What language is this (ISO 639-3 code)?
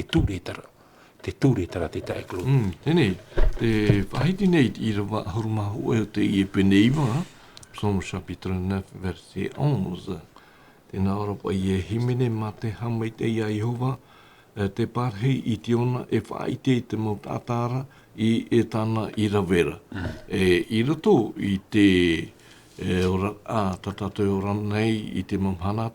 tah